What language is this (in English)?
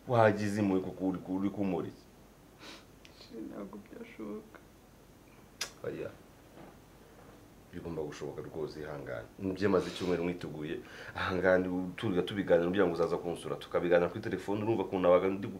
Kinyarwanda